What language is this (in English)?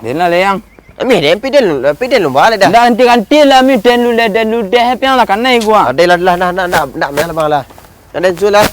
Minangkabau